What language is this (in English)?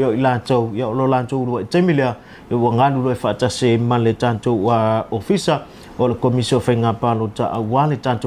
Samoan